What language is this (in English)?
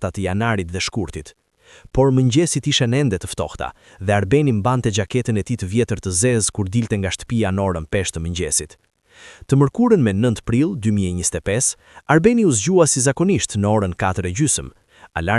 Albanian